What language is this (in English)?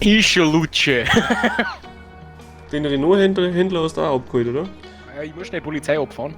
Bavarian